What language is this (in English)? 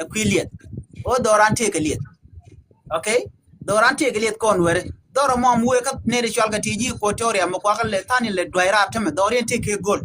Nuer